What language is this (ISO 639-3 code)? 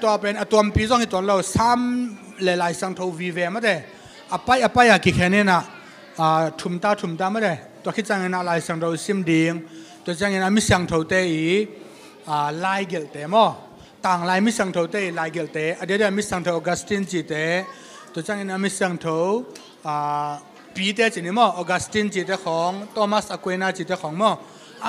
ctd